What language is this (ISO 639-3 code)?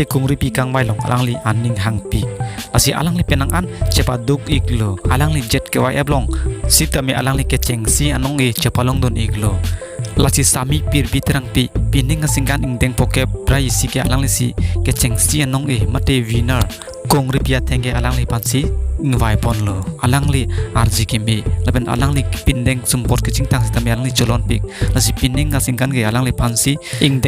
mjw